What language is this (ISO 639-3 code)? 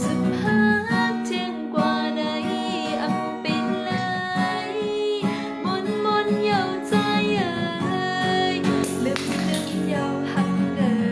shn